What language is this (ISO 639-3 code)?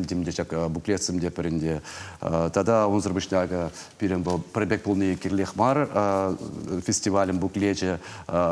chv